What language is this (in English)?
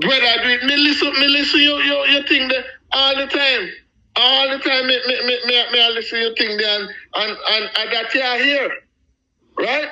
Jamaican Creole English